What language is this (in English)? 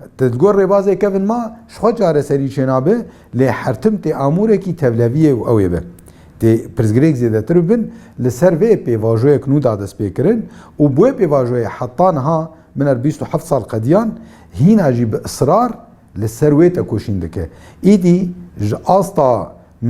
Kurdish